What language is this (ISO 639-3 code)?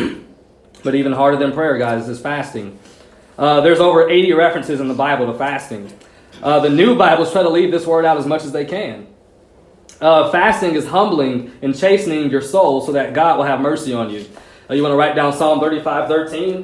eng